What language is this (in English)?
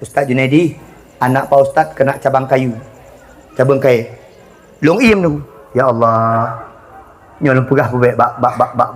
Achinese